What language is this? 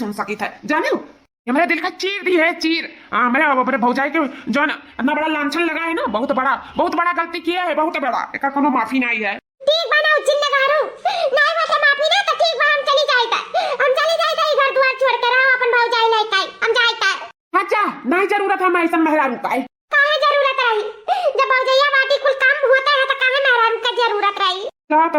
Awadhi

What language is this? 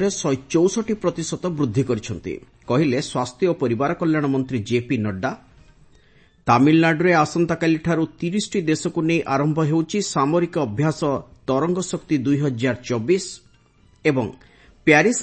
Odia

